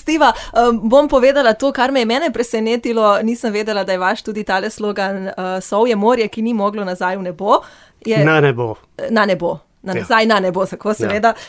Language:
Slovenian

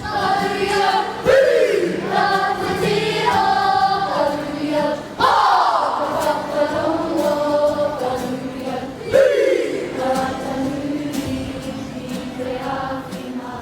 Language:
Māori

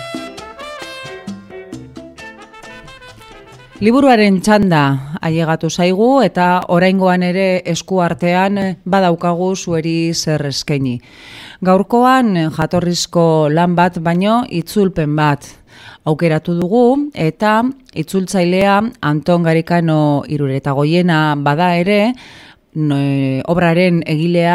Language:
Basque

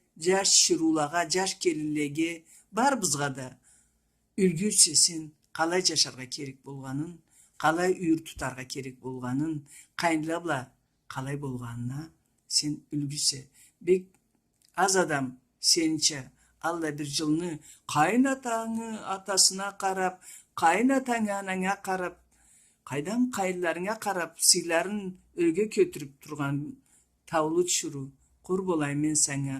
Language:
Karachay-Balkar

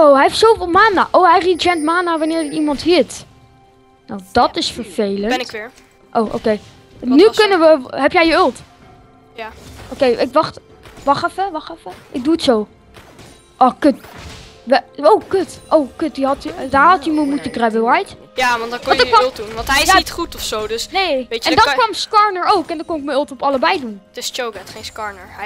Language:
Dutch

